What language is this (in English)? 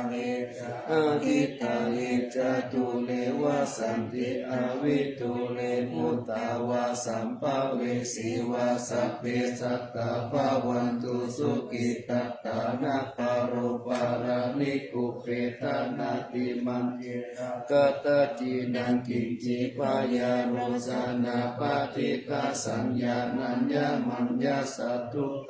Pali